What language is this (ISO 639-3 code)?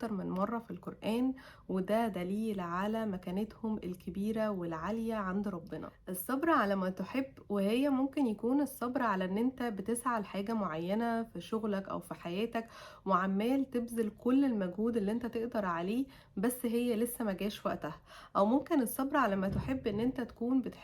arz